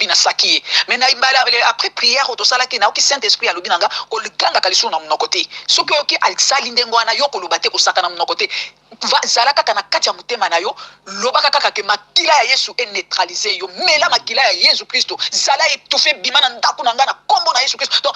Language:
Lingala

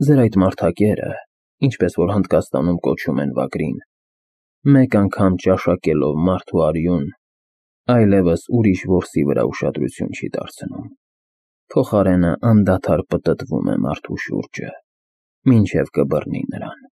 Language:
Armenian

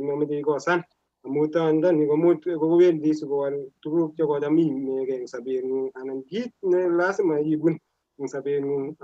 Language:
Kalenjin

